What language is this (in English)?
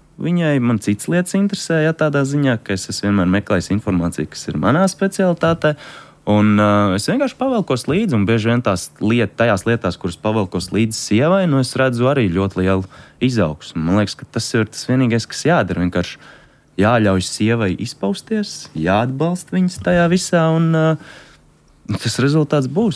Latvian